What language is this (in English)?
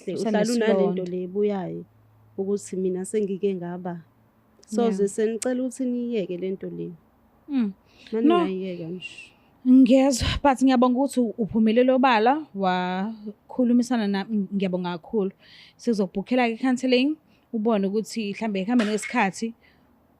Zulu